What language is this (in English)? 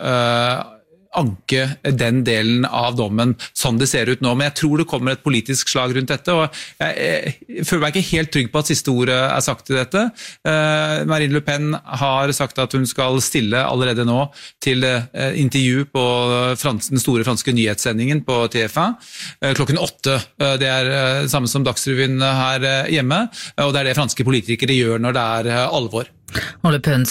Norwegian